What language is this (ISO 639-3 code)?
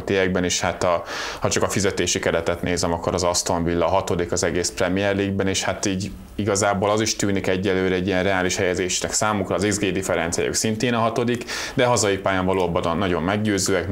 hun